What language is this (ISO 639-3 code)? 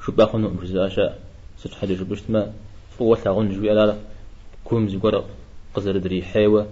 kbd